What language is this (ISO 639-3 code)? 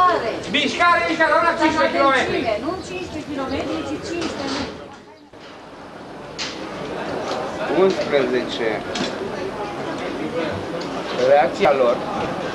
ron